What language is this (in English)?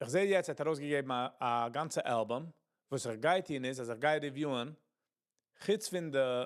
Yiddish